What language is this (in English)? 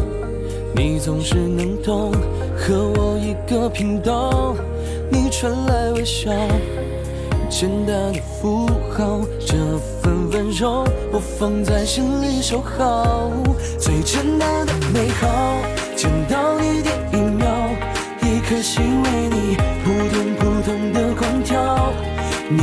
Chinese